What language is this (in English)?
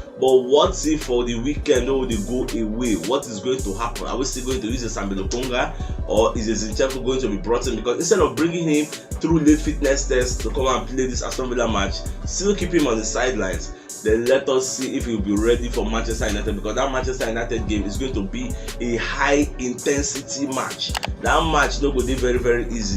Nigerian Pidgin